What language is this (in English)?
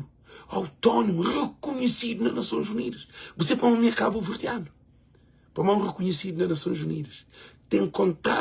Kabuverdianu